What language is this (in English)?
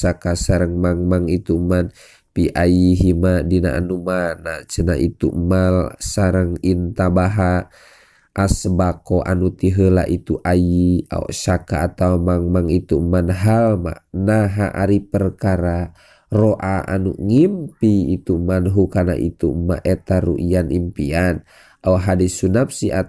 Sundanese